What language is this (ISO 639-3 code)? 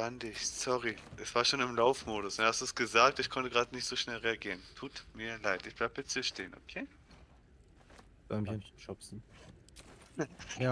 deu